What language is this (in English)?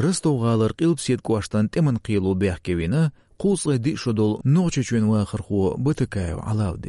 Chechen